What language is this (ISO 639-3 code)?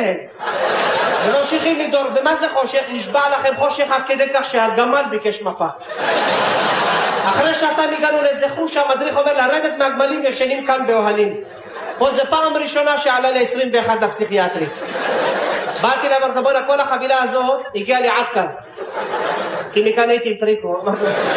heb